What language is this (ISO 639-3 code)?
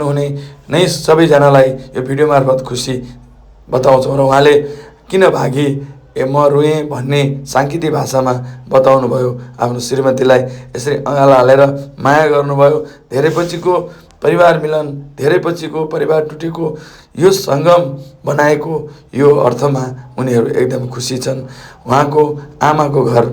nep